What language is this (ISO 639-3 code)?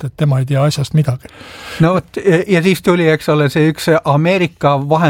est